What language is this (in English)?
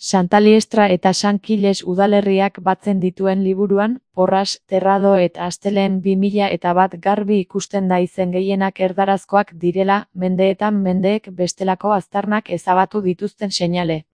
Basque